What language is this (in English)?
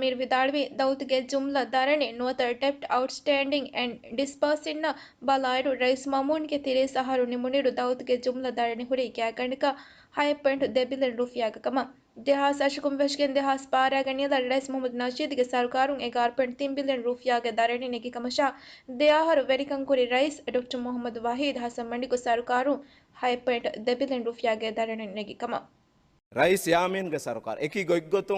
Divehi